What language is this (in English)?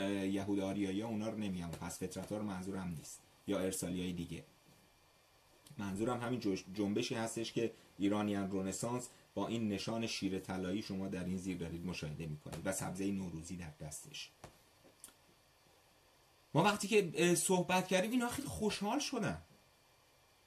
Persian